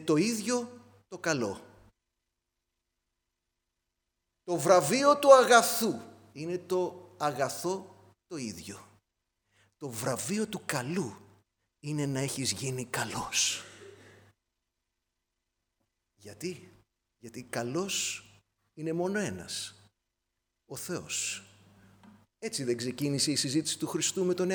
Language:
Greek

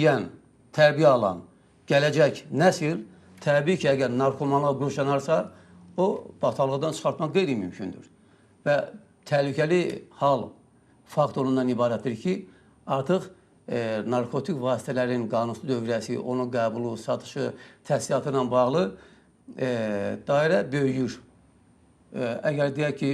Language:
Azerbaijani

